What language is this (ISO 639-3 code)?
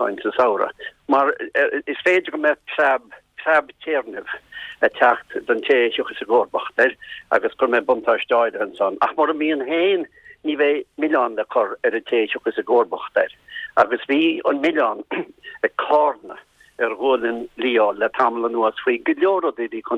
gle